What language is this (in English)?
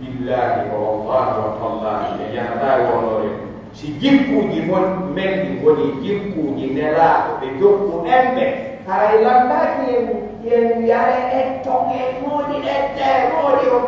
Pular